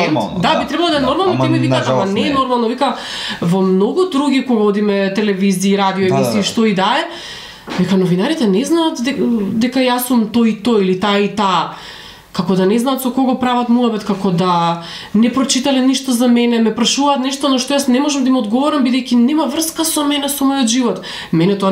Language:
Macedonian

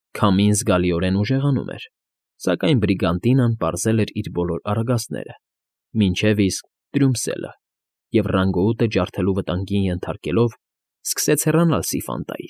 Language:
Armenian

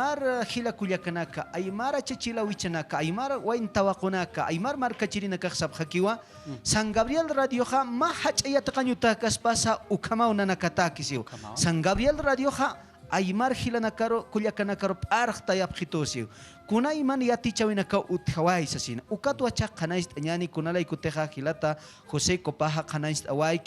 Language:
Aymara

